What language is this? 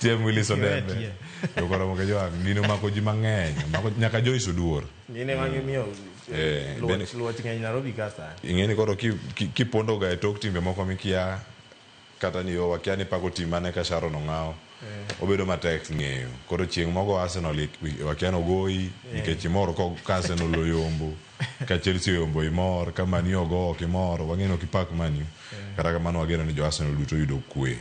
Luo (Kenya and Tanzania)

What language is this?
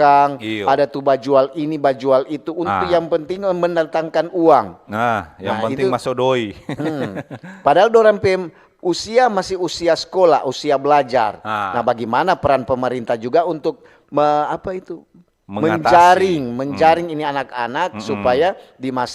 Manado Malay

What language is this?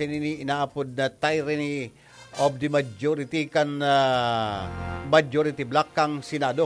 Bikol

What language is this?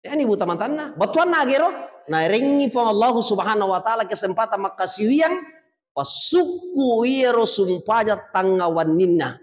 Buginese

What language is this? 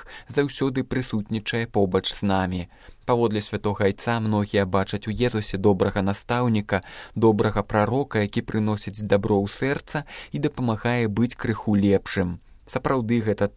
Belarusian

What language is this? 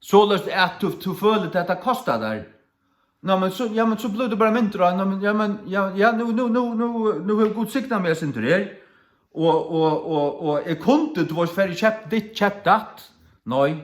Faroese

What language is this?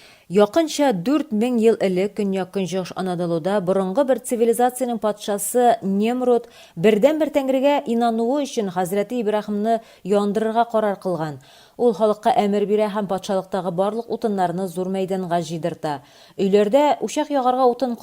Tatar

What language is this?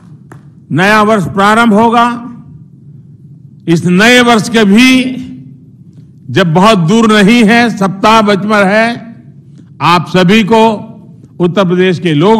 Hindi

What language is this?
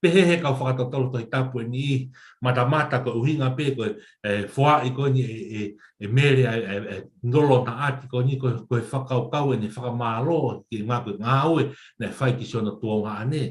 Tongan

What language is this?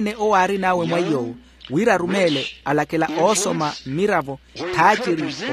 Makhuwa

